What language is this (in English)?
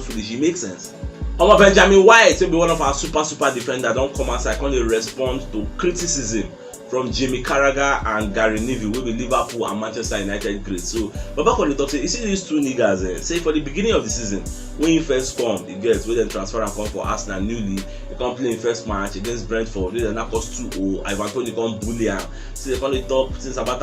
Nigerian Pidgin